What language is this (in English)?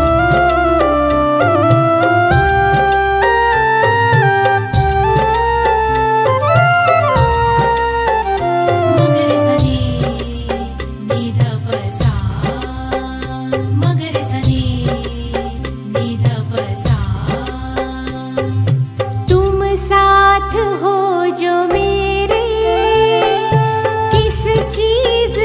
Hindi